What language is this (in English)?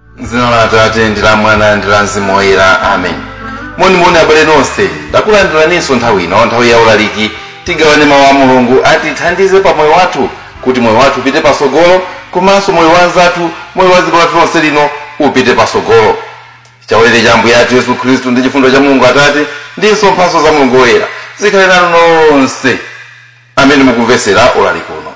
Nyanja